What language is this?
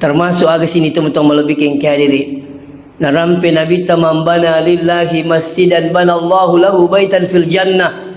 Buginese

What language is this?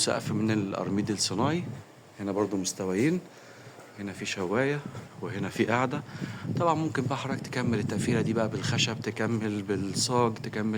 Egyptian Arabic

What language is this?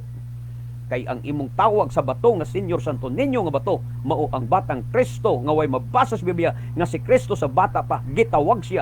Cebuano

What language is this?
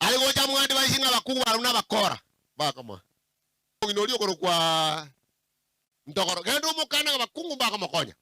Gusii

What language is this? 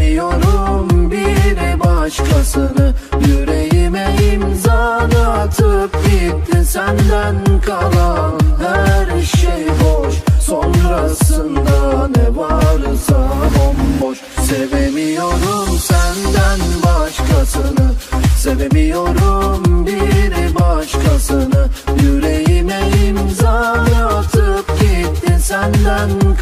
Turkish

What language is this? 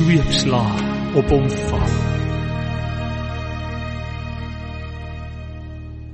Afrikaans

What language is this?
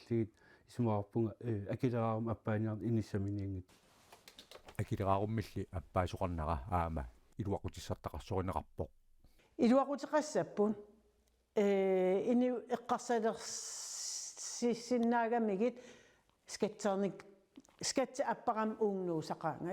Kalaallisut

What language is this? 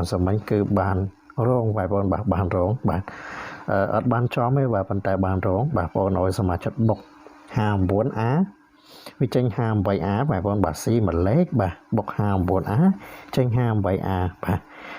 Khmer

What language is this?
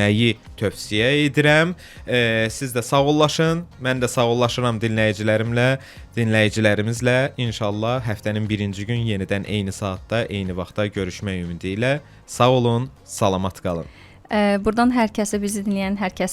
Azerbaijani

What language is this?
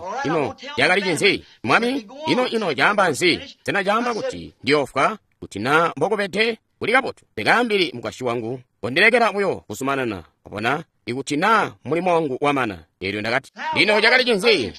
Tonga (Zambia)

